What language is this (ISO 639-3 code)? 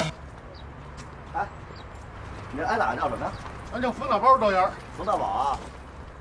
zho